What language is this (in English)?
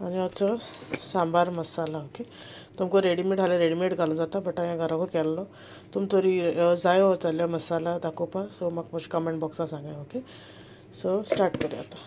Konkani